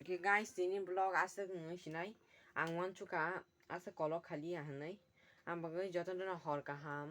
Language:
Kok Borok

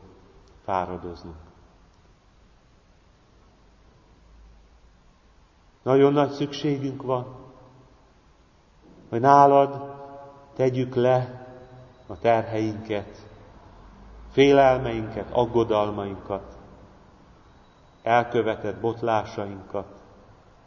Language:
Hungarian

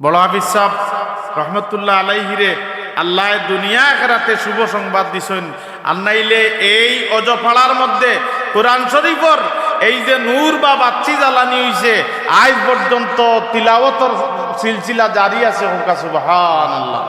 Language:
Sylheti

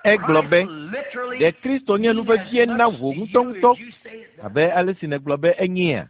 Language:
Ewe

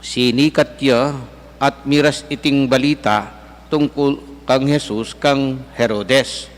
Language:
Pampanga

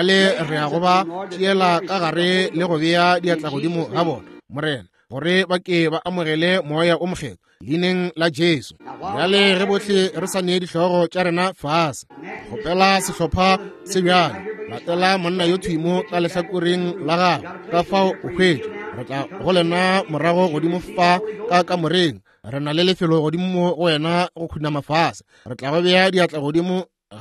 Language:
Northern Sotho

